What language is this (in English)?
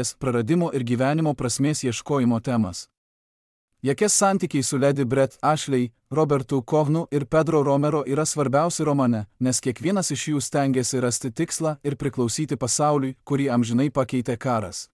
Lithuanian